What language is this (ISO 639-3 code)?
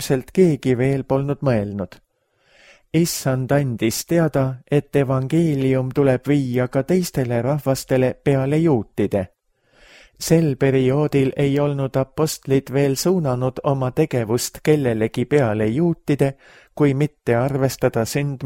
est